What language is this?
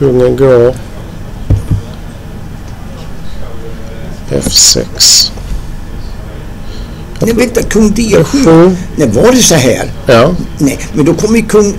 Swedish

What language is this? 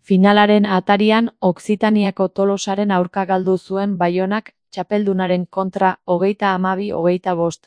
Basque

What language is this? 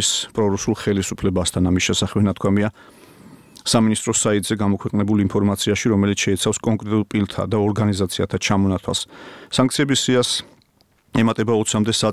Georgian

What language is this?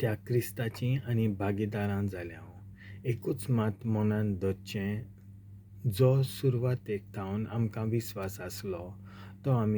Konkani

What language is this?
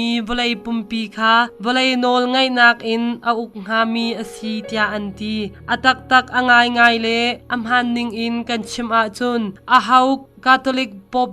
Hakha Chin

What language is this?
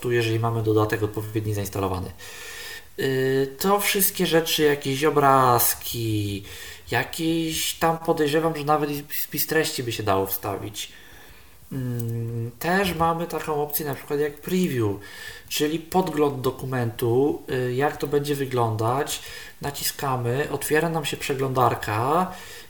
Polish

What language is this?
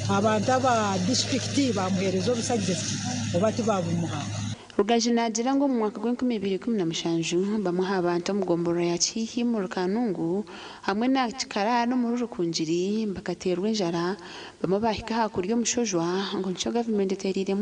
Nyankole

